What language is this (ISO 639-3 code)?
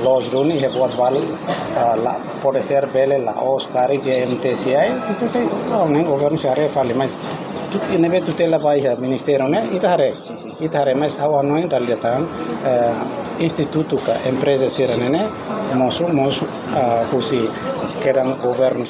tet